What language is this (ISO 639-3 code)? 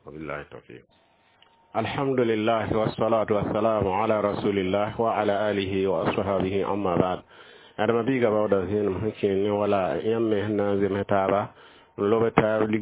mos